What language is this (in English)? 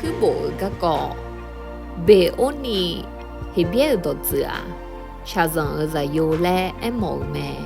Akha